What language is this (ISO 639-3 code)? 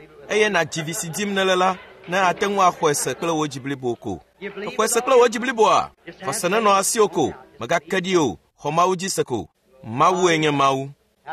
ewe